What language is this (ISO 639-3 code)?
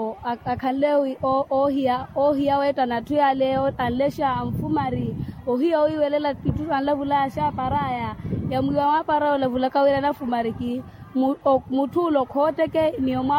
vmw